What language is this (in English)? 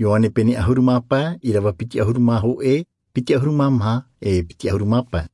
Tahitian